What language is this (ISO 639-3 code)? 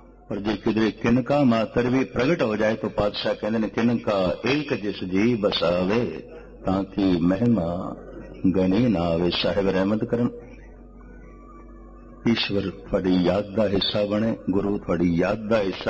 pan